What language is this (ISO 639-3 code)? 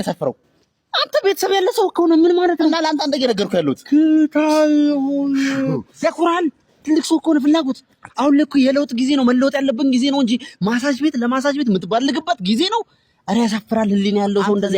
amh